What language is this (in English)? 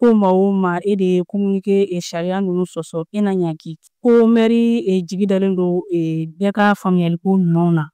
Bambara